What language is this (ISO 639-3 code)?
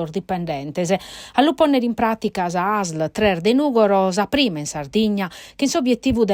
srd